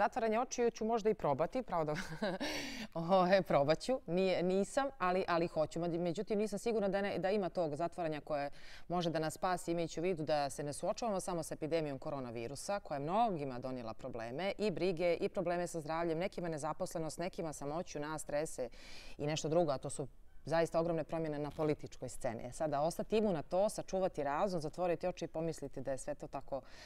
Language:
Serbian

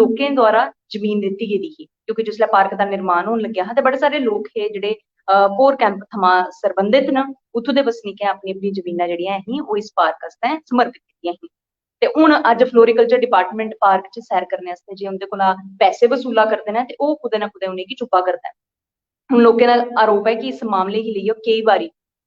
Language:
Dogri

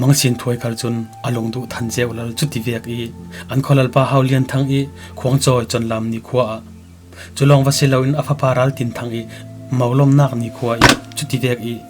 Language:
Falam Chin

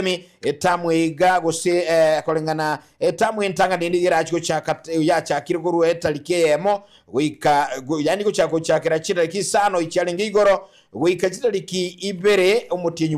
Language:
Gusii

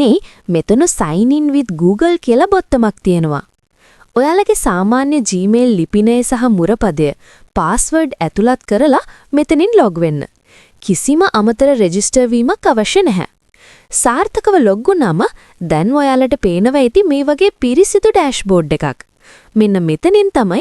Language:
Sinhala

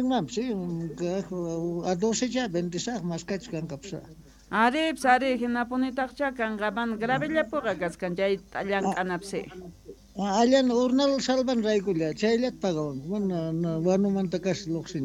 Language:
South Bolivian Quechua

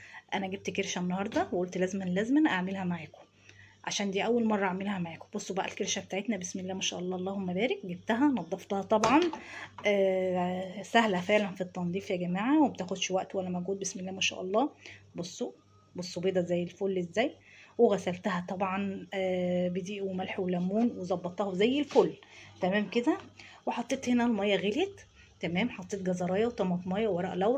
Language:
Egyptian Arabic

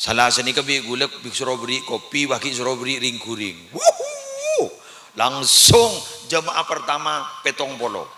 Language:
Madurese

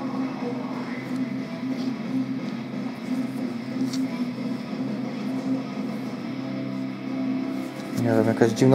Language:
Polish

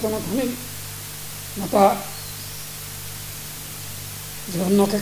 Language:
Japanese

